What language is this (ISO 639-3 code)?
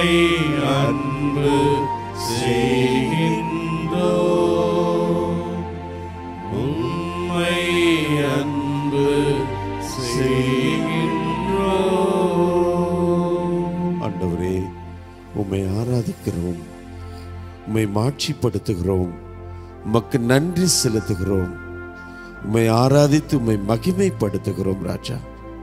tam